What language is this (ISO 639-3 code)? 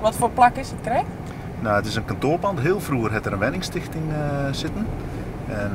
fry